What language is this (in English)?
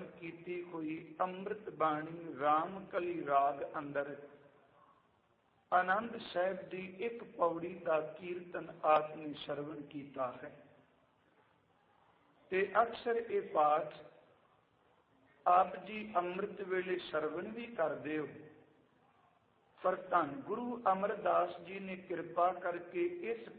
Punjabi